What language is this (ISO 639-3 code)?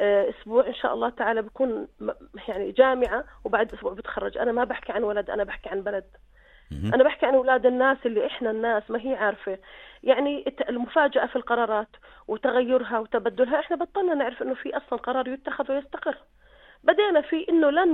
apc